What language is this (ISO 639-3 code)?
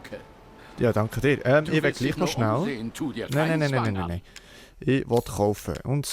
gsw